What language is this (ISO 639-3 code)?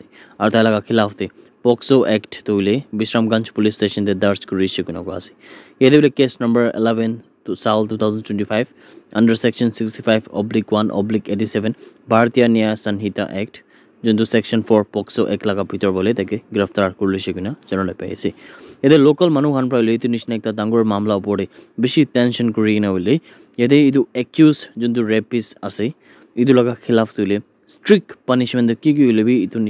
nag